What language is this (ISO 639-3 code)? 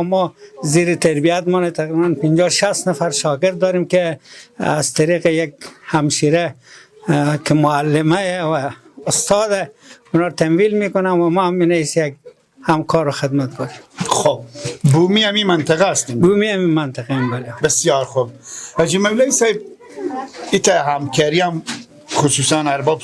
fas